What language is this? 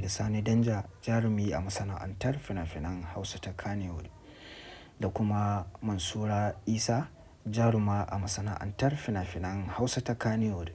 Hausa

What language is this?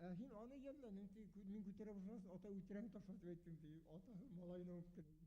Bashkir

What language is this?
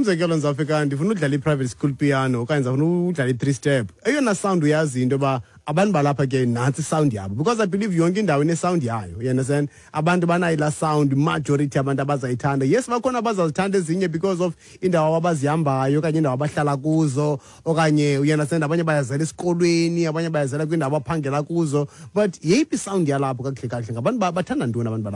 Xhosa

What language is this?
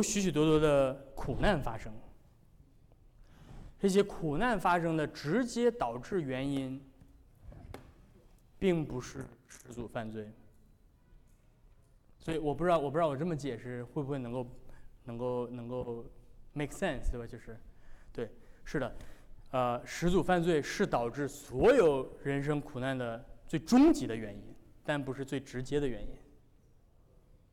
Chinese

